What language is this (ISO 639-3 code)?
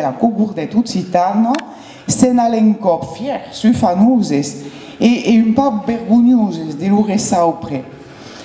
oci